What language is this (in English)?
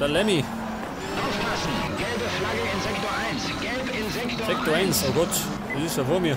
Bavarian